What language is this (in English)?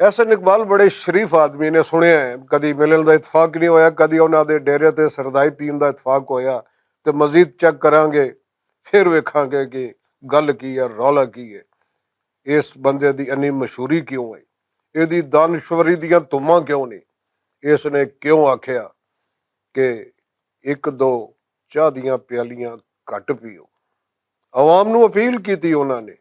Western Panjabi